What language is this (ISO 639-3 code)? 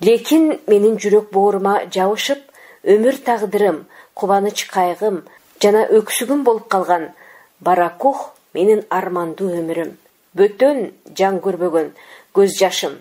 kir